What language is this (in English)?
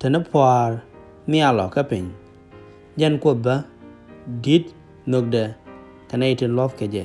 Nuer